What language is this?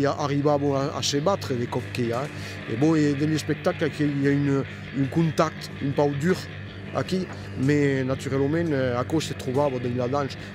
Occitan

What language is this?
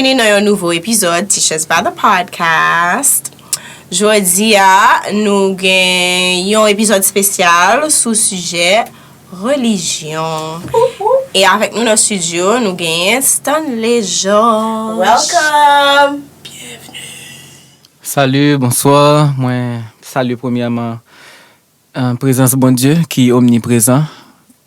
Haitian Creole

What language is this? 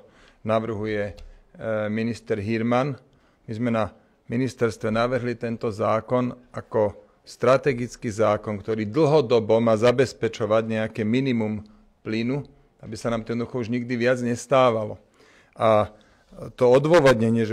Slovak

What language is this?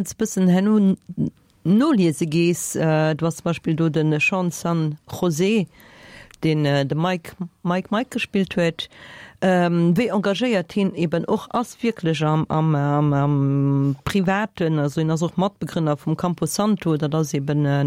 Luxembourgish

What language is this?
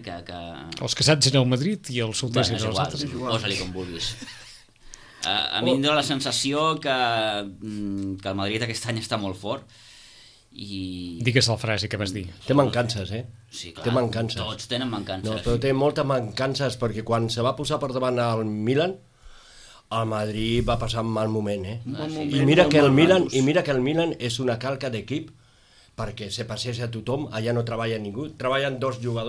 Catalan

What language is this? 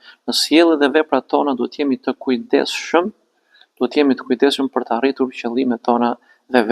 Albanian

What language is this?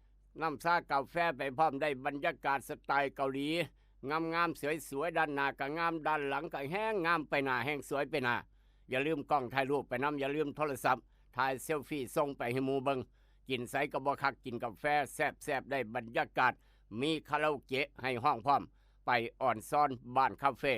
Lao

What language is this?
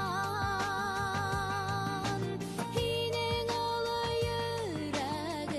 Bashkir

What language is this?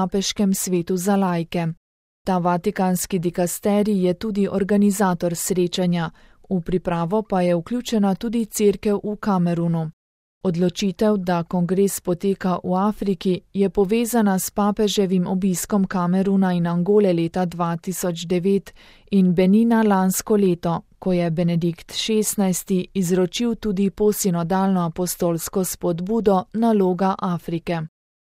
Slovenian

